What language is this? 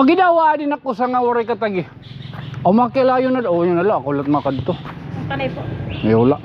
Waray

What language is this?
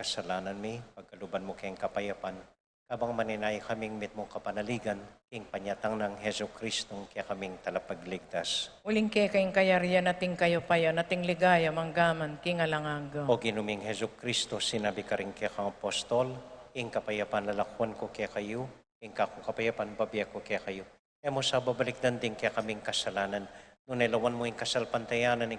Pampanga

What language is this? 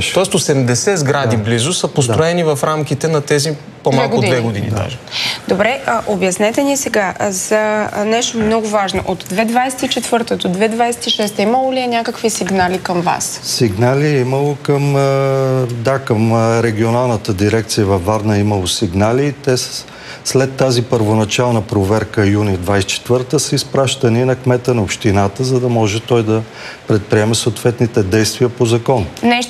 Bulgarian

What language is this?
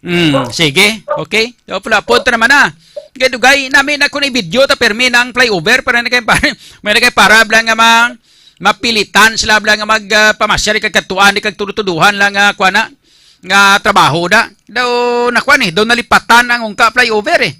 Hiligaynon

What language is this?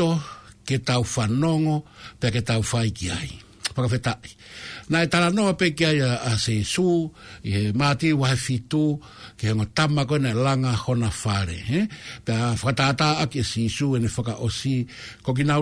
Tongan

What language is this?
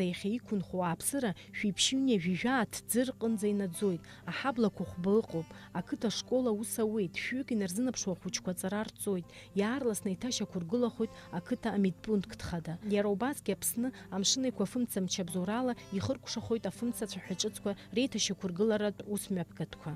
Abkhazian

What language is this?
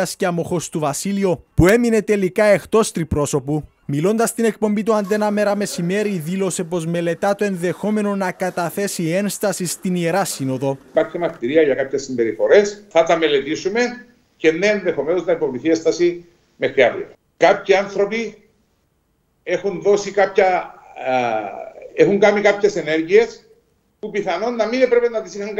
Greek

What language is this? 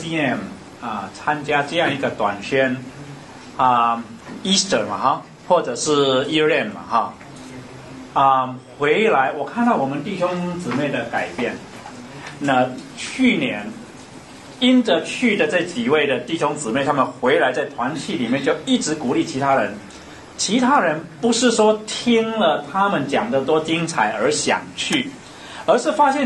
Chinese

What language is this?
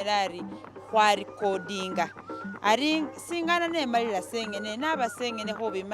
Masaaba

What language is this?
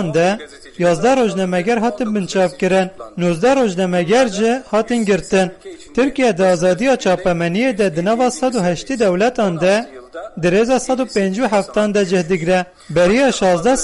Kurdish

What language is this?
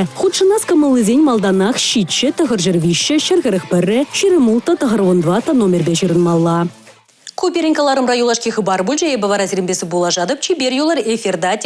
Chuvash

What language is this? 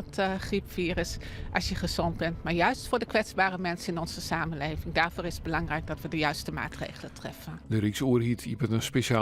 Western Frisian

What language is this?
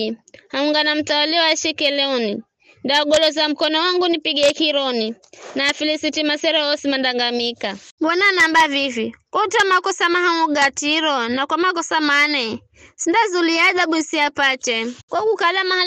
Giryama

